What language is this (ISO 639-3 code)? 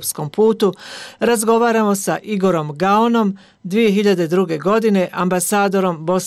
bos